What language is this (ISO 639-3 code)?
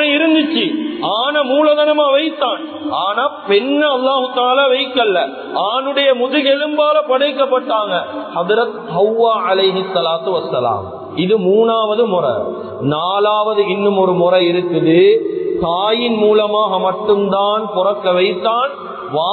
tam